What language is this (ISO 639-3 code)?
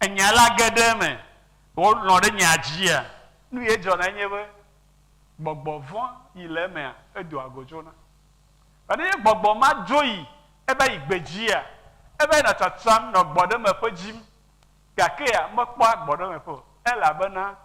ewe